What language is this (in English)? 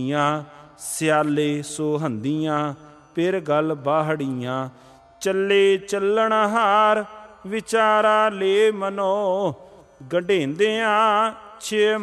Punjabi